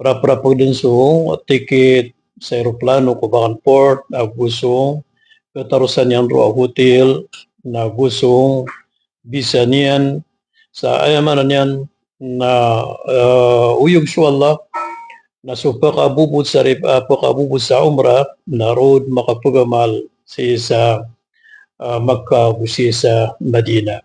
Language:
Maranao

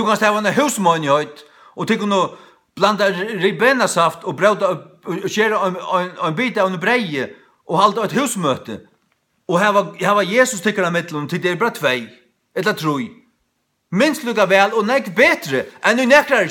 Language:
Faroese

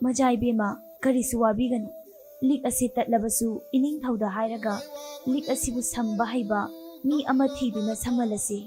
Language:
Manipuri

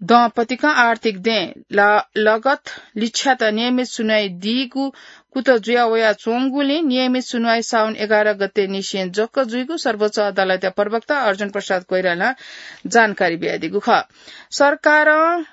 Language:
Newari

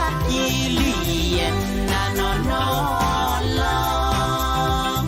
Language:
Pohnpeian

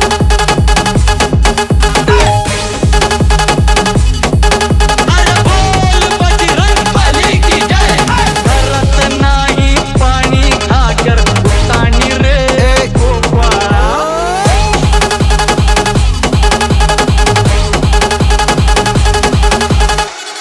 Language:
Marathi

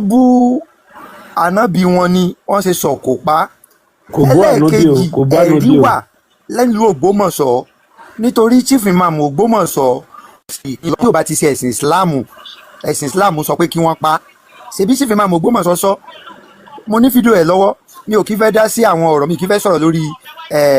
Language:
Yoruba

